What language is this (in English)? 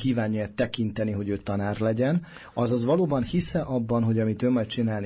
Hungarian